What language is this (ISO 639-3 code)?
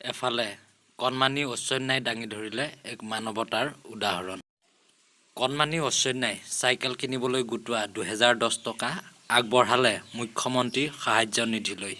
asm